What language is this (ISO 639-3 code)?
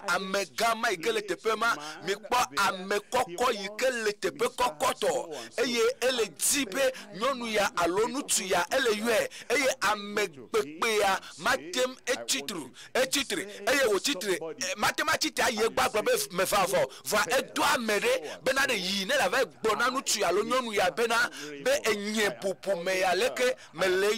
ewe